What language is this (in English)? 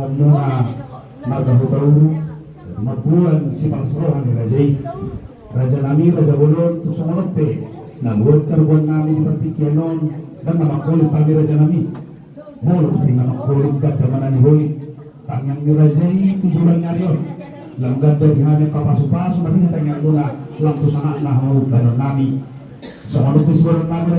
Batak Toba